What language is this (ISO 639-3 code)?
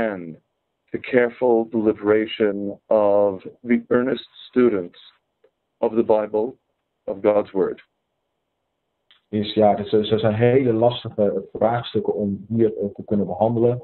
nld